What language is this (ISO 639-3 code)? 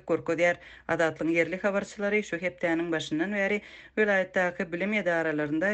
tuk